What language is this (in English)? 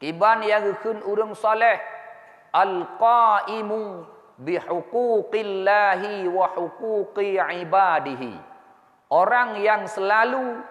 Achinese